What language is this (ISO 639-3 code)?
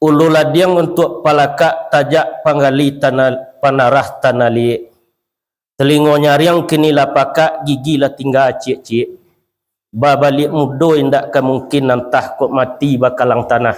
min